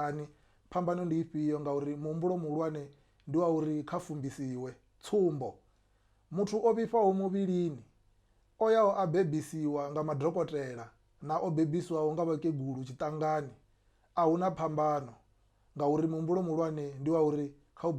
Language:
Venda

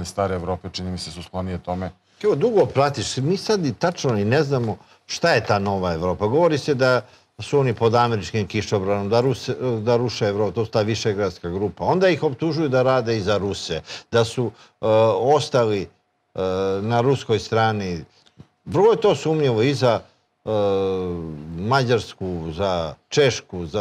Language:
Serbian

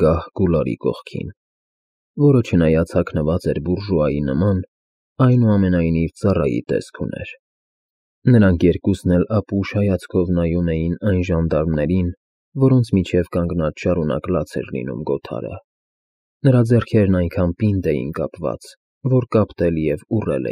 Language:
Armenian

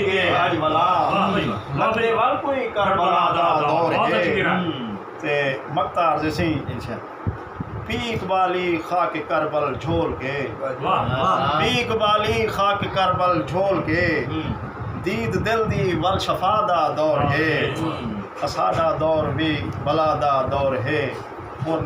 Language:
Saraiki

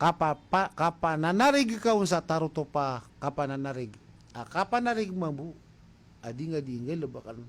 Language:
Maranao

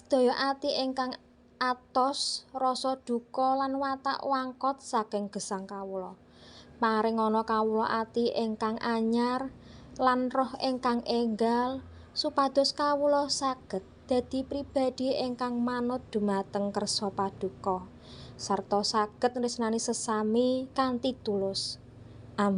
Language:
Javanese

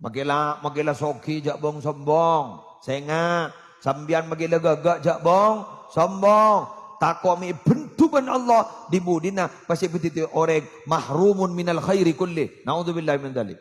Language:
Madurese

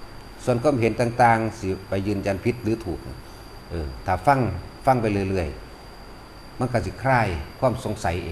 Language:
Northeastern Thai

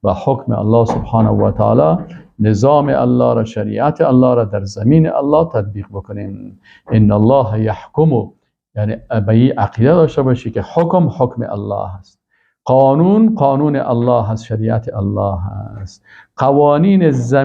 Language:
Persian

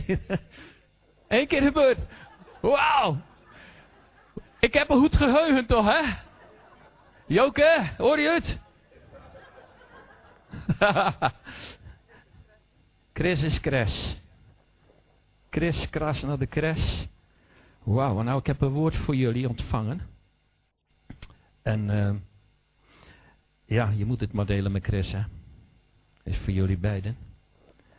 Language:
Dutch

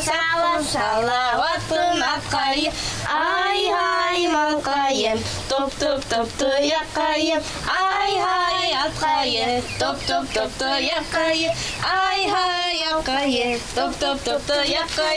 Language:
Bashkir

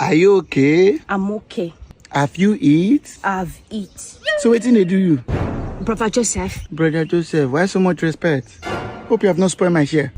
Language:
Nigerian Pidgin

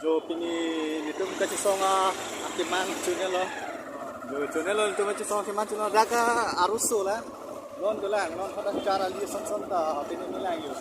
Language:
Karbi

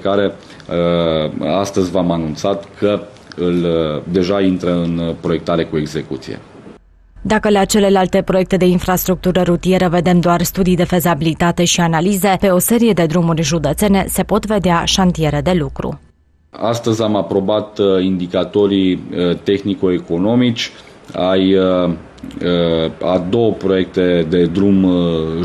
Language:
Romanian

